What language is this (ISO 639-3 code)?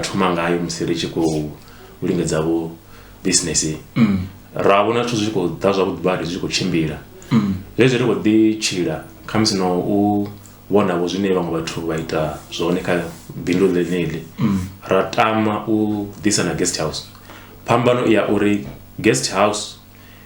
ven